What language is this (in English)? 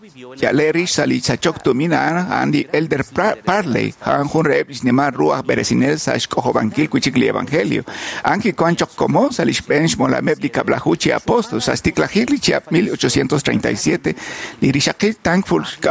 Kekchí